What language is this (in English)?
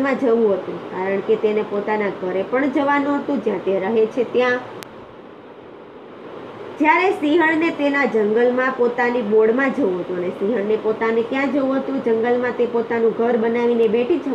Gujarati